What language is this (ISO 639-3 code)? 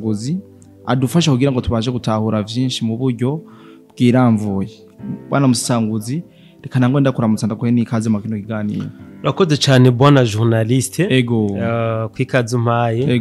run